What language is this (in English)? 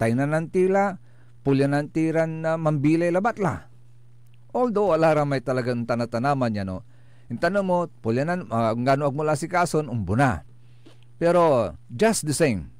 Pangasinan